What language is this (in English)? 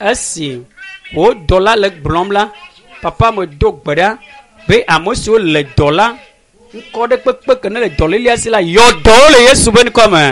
Ewe